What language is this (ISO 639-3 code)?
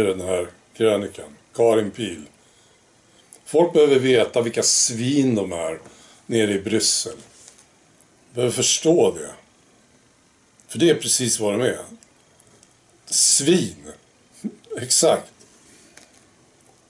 swe